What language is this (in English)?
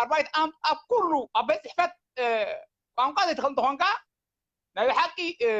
Tigrinya